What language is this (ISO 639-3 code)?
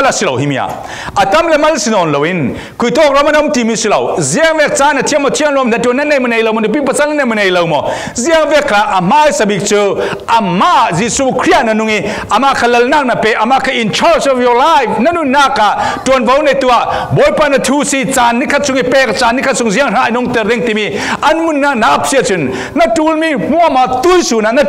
cfm